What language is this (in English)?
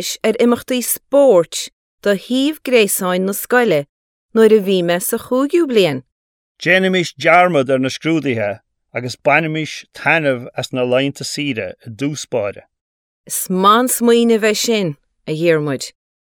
Irish